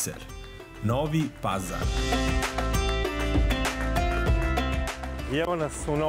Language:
Serbian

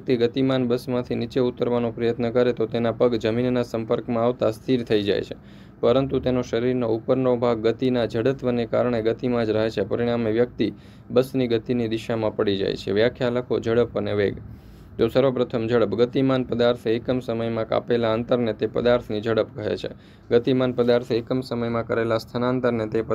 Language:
Gujarati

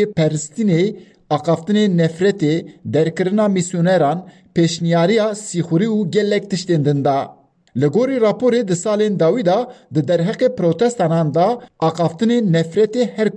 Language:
Kurdish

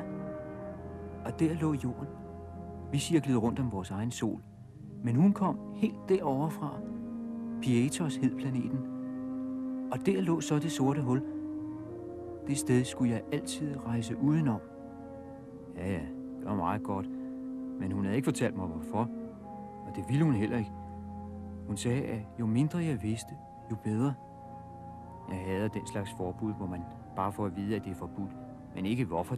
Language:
Danish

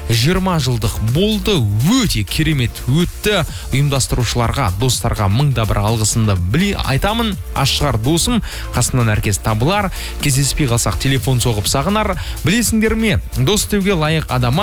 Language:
Kazakh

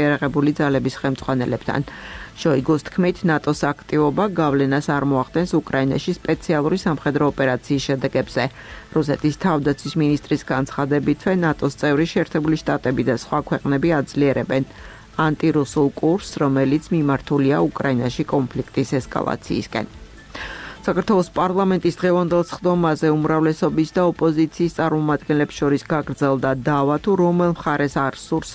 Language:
Georgian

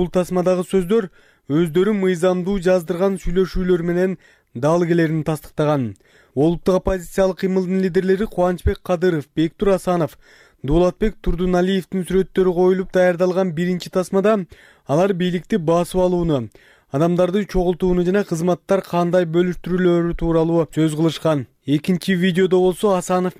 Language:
Kyrgyz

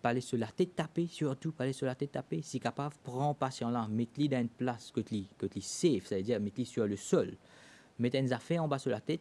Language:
Morisyen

